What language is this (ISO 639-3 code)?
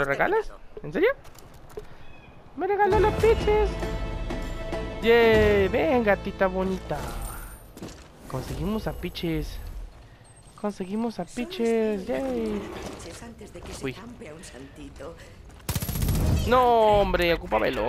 spa